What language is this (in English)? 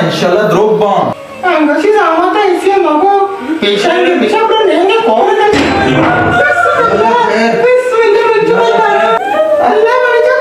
Baluchi